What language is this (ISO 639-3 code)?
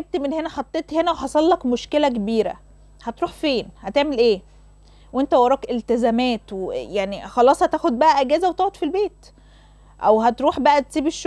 arz